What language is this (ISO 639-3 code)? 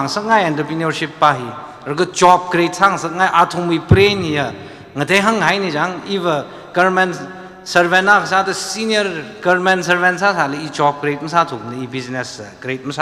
nmf